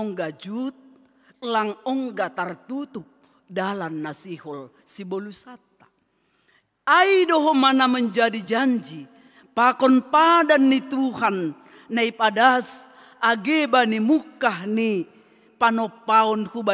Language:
Batak Simalungun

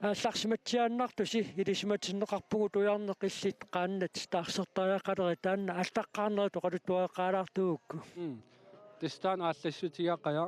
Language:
Kalaallisut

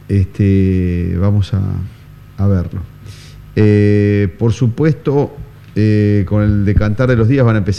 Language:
Spanish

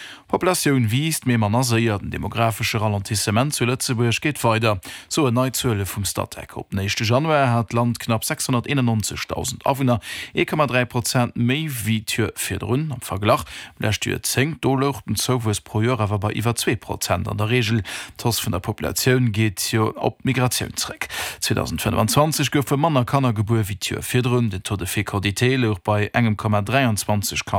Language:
Luxembourgish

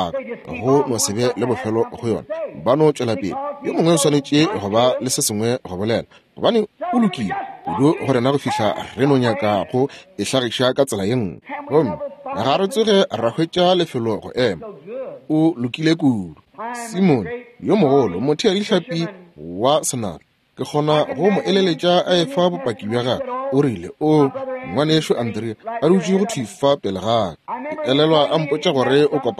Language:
Northern Sotho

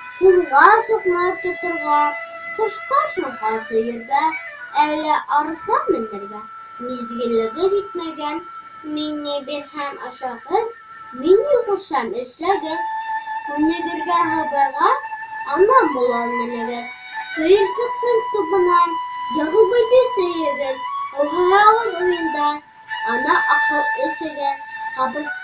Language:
Bashkir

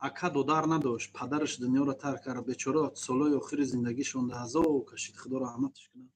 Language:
Tajik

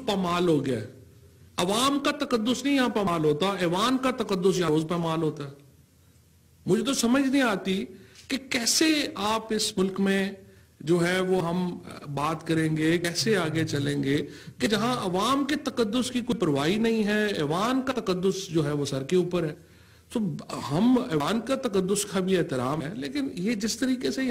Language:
Urdu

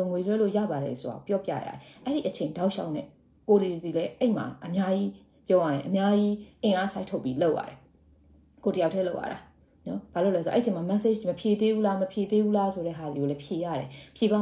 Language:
Burmese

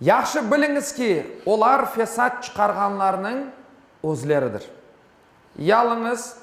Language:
Crimean Tatar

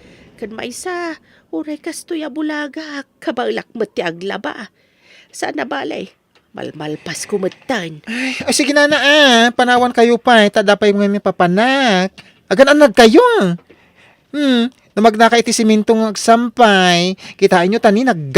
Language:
Iloko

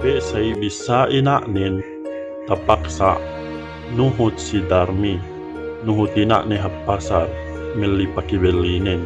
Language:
Yakan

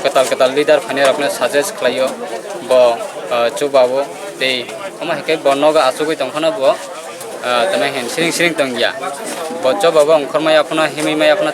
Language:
Kok Borok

